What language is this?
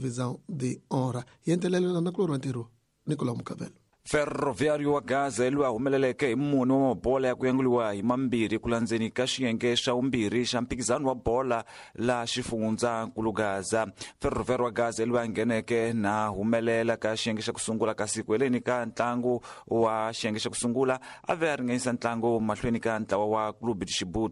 Tsonga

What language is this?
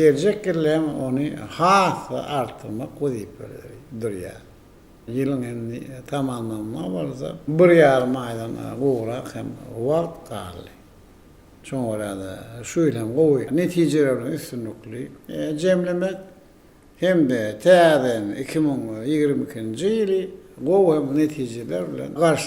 Turkmen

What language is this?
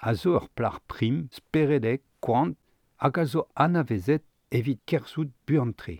Breton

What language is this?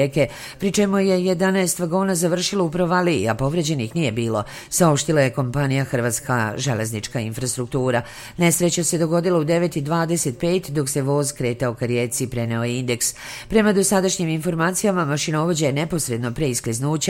Serbian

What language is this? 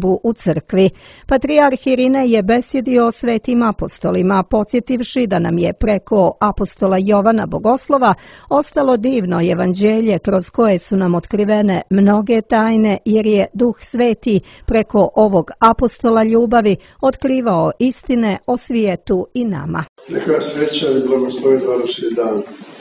Serbian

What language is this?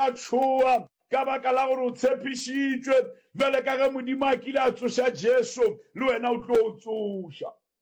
Northern Sotho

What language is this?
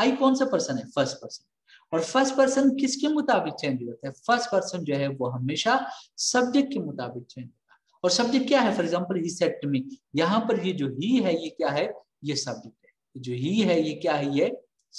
Hindi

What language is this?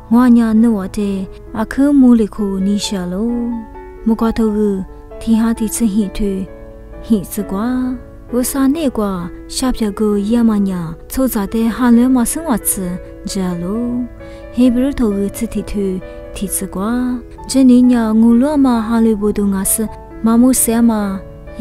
Lisu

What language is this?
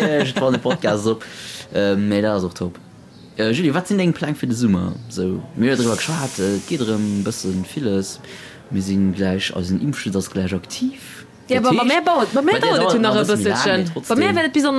Luxembourgish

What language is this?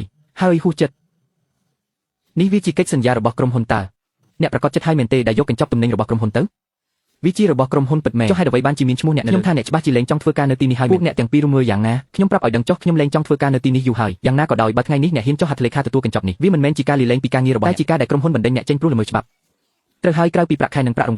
Khmer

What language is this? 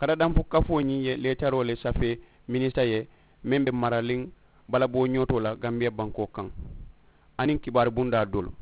Mandingo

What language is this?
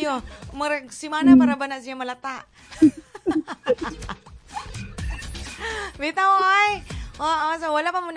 Cebuano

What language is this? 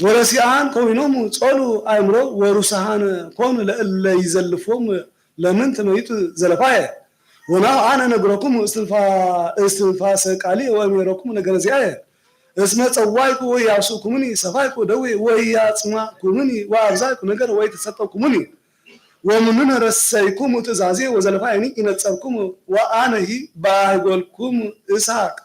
Geez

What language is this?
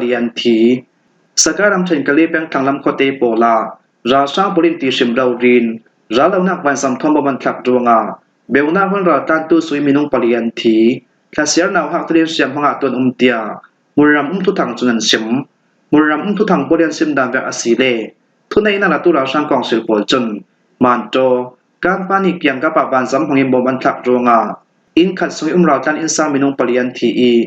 Falam Chin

